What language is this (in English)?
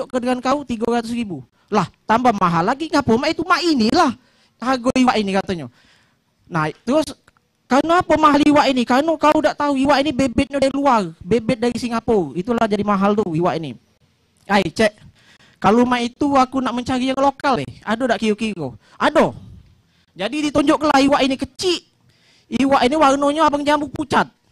Musi